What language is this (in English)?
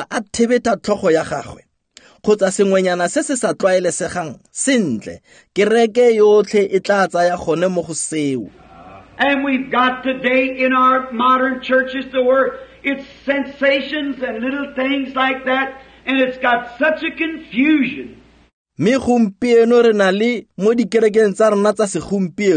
Tswana